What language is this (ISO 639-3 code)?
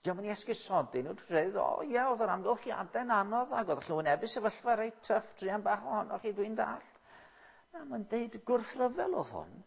cym